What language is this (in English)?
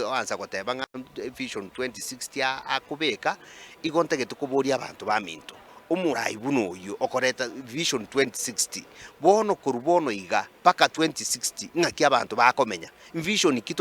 Gusii